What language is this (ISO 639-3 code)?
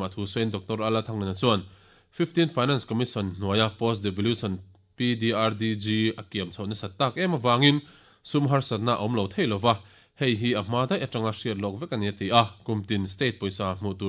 lus